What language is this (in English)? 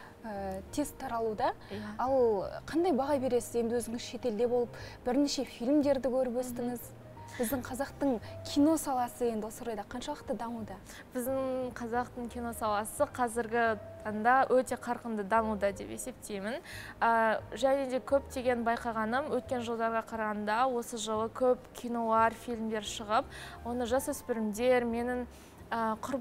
Kazakh